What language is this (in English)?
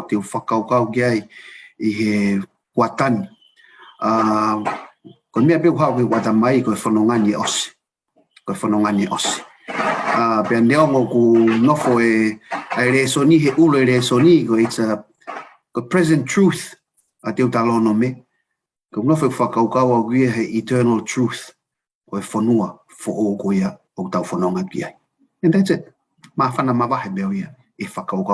Tongan